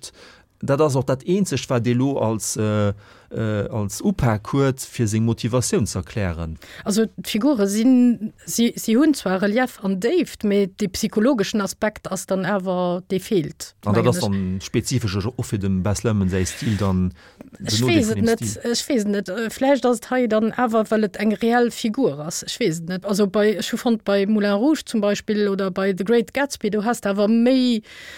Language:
Luxembourgish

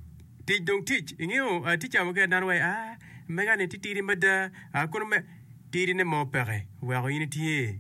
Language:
Acoli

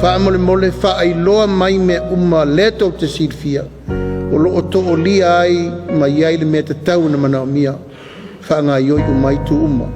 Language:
Samoan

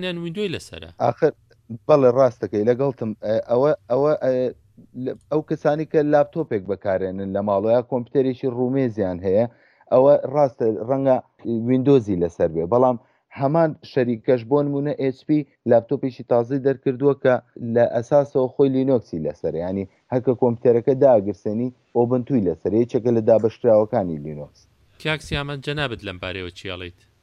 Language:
Central Kurdish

